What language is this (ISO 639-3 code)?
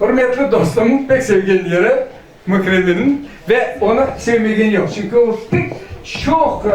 crh